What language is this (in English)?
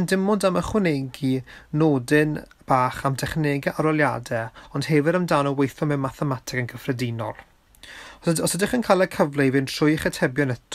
Welsh